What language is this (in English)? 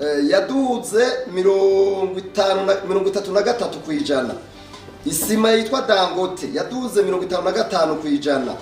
Rundi